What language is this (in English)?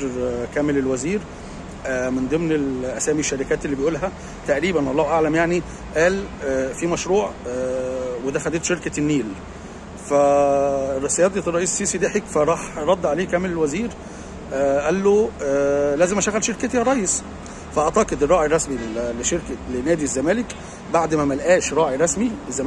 Egyptian Arabic